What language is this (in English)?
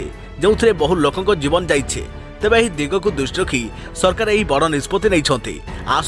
Odia